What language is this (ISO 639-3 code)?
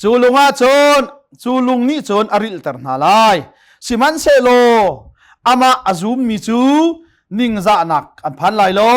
cnh